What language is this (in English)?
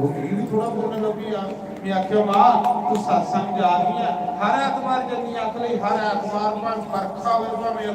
Dogri